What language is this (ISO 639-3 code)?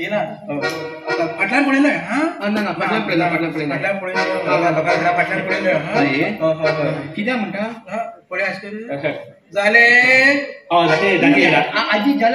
kok